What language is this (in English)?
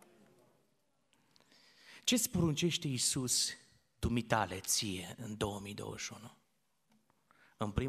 Romanian